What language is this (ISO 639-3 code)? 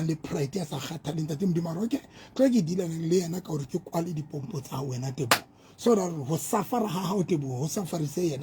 sot